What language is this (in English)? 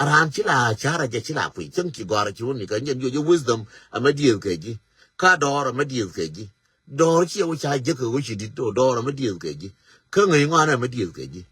Nuer